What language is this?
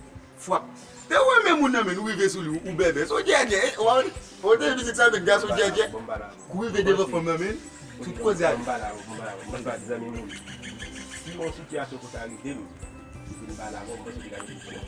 Haitian Creole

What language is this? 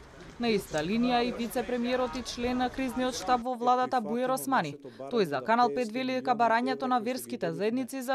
Macedonian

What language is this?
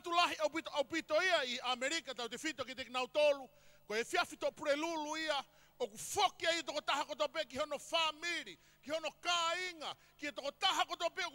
Tongan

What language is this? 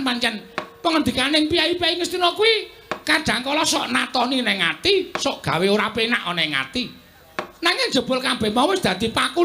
Javanese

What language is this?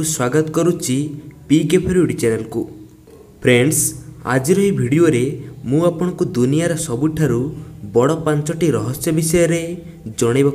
Odia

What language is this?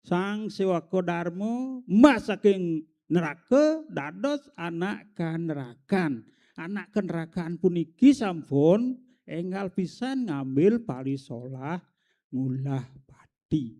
Balinese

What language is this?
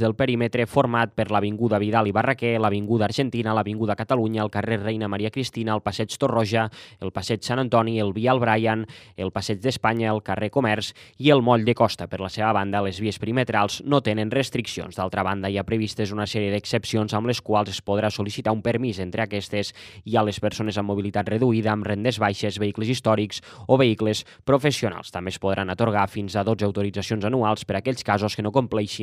Catalan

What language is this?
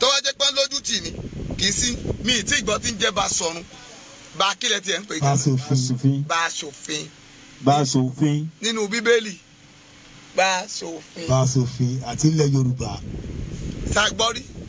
Yoruba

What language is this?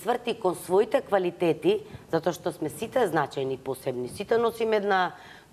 Macedonian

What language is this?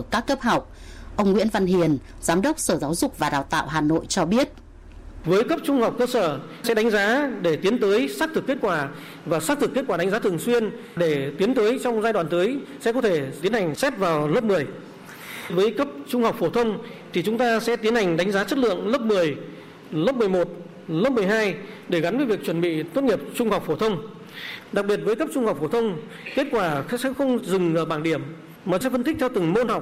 Vietnamese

